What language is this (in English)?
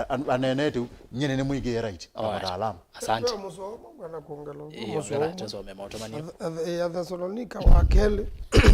Kamba